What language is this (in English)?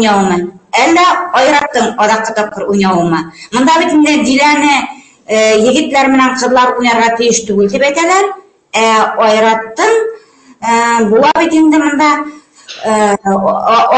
Bashkir